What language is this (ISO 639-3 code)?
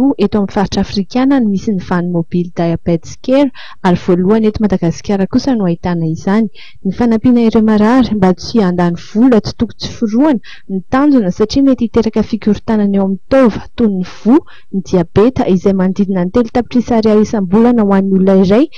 mlg